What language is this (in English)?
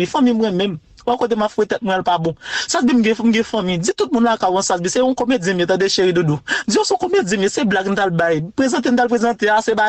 Haitian Creole